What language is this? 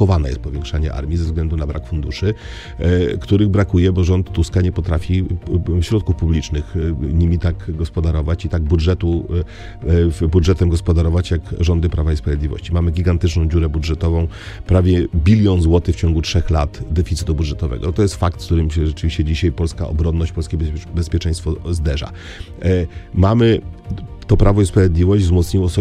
Polish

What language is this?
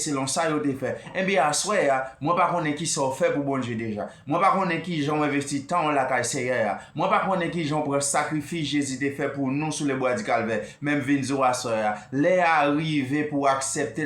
Haitian Creole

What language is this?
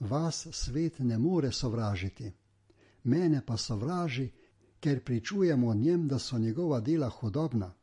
Slovenian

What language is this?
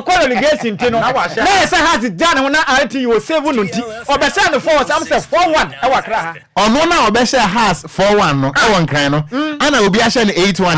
Akan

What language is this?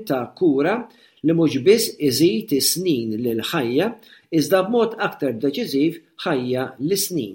Maltese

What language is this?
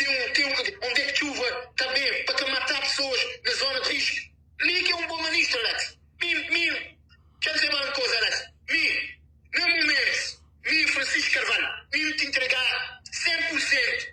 Kabuverdianu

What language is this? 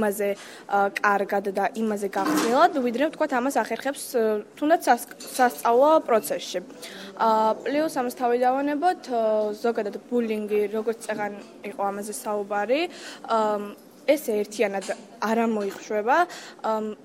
Georgian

